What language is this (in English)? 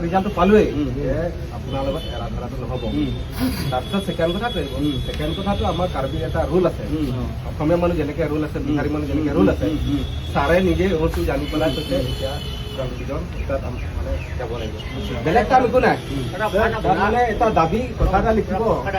Karbi